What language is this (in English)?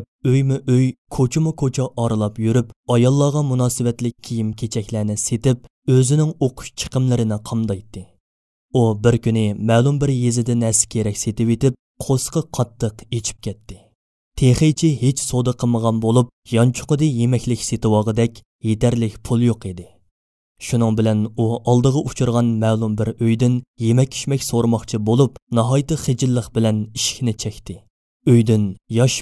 Uyghur